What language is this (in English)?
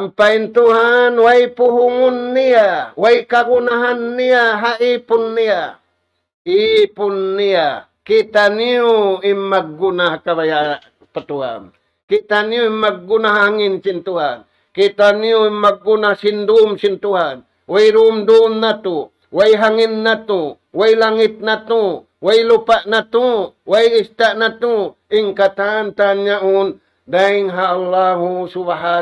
Tausug